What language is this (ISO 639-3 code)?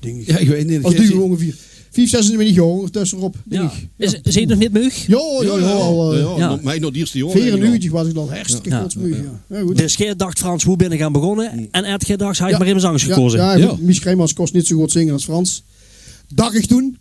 lim